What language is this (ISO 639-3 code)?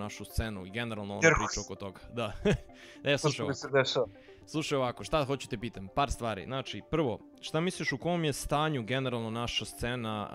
srp